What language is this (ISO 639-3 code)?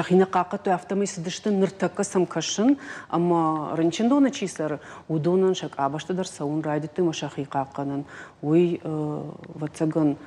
oss